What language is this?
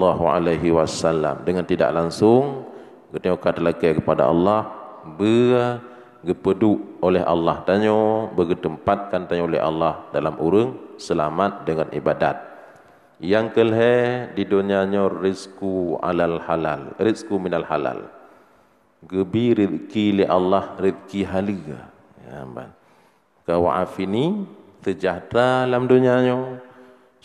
Achinese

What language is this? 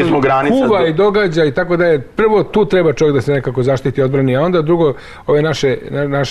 Serbian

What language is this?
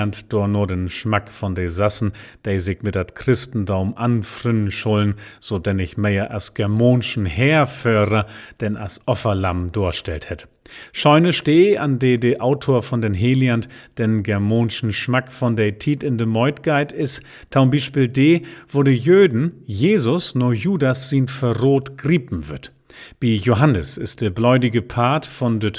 Low German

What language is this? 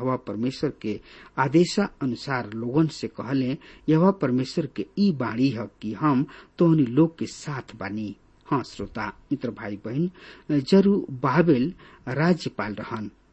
Bhojpuri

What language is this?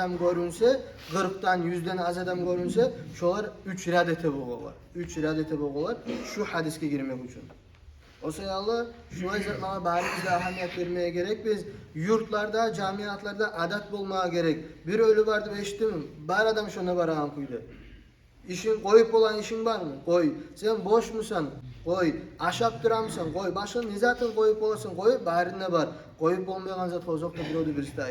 Kumyk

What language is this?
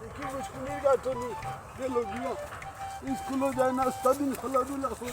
Sylheti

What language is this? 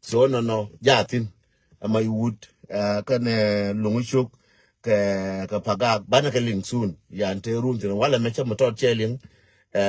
Nuer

